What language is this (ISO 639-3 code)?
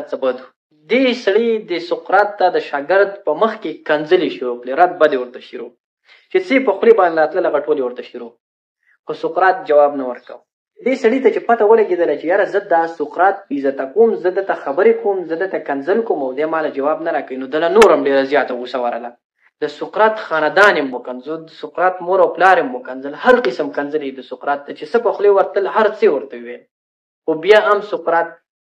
pus